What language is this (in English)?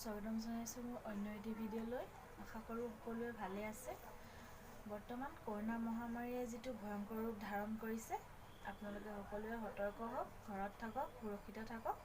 Assamese